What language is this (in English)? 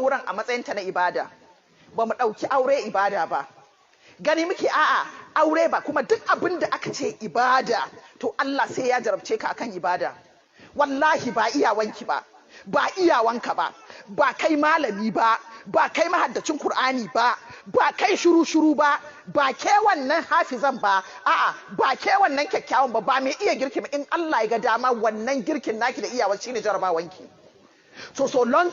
Hausa